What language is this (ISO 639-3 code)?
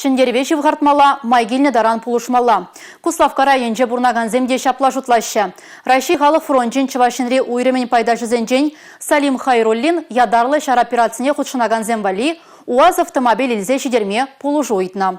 chv